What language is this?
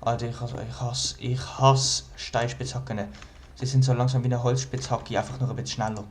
Swiss German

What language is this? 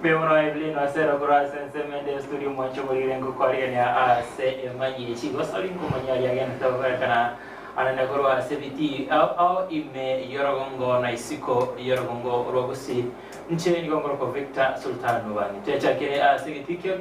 Gusii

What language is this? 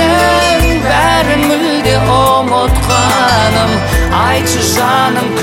Kazakh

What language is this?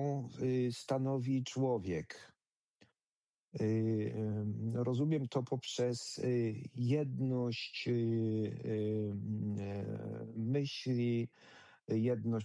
Polish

